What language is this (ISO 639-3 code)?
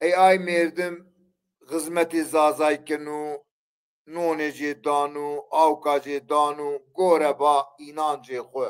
zza